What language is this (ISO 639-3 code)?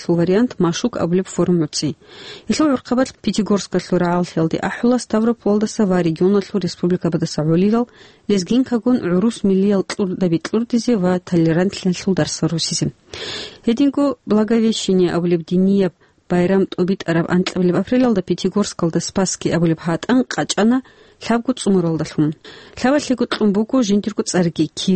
ava